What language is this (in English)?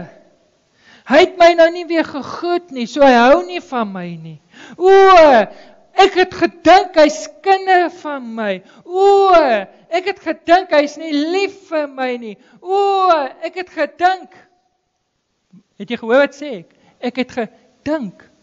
Afrikaans